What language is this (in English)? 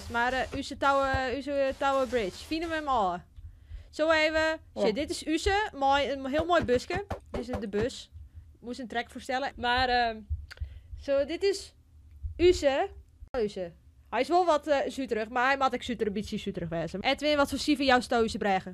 Western Frisian